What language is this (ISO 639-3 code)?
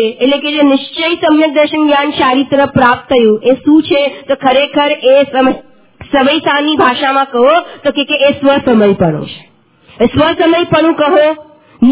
guj